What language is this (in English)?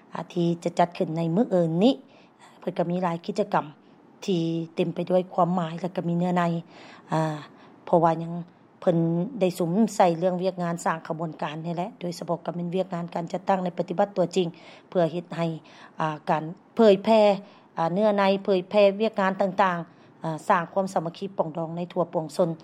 Lao